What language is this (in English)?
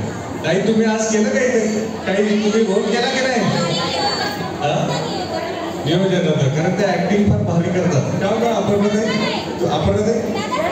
Marathi